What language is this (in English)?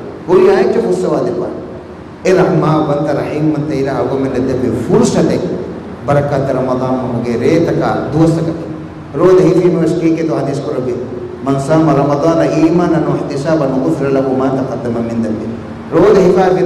Divehi